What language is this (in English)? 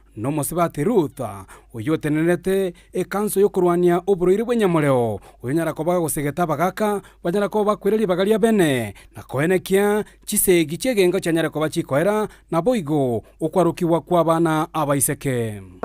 Gusii